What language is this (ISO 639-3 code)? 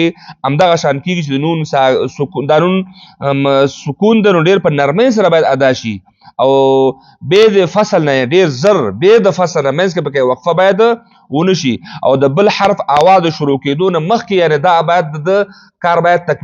pus